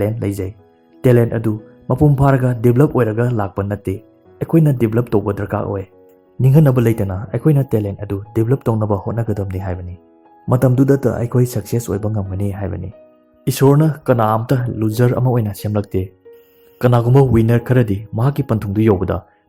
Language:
Manipuri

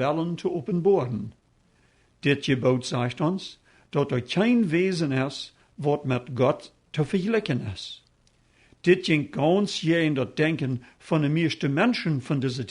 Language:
Plautdietsch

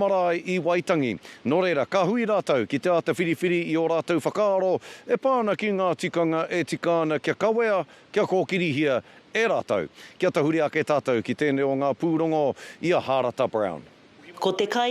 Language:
Māori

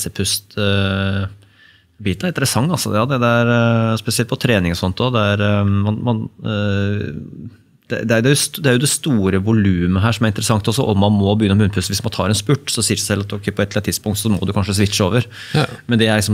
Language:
Norwegian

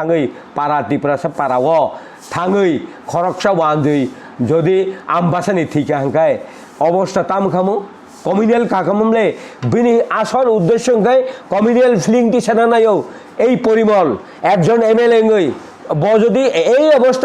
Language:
Kok Borok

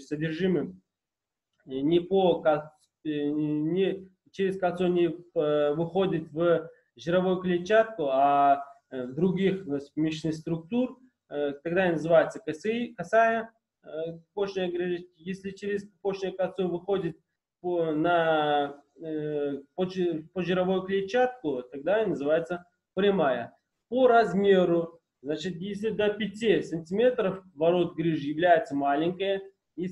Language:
Russian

